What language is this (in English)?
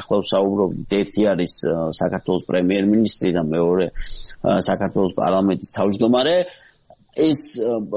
Georgian